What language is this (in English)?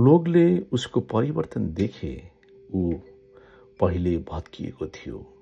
Nepali